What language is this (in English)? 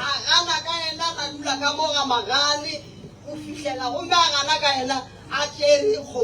Northern Sotho